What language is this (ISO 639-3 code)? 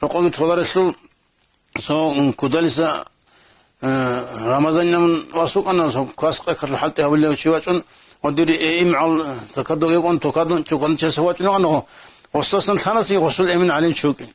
ava